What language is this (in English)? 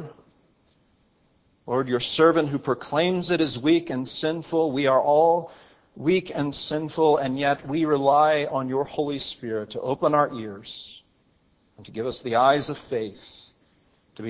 English